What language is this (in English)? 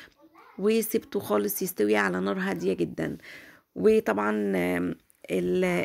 Egyptian Arabic